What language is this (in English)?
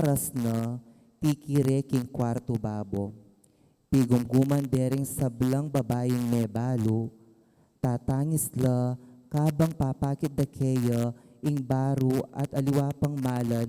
Pampanga